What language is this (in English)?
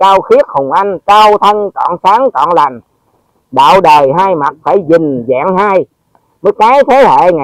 Vietnamese